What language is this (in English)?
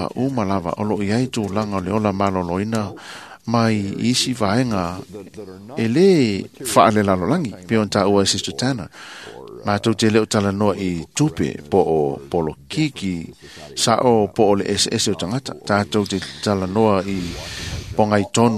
Samoan